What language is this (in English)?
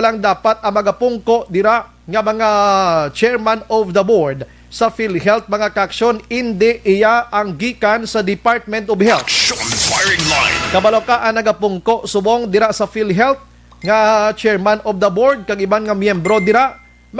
Hiligaynon